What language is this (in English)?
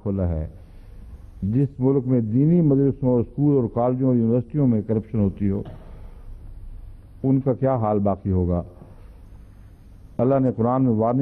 Urdu